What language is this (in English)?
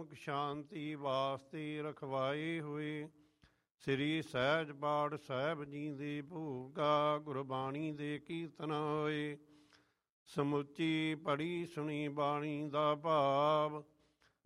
Punjabi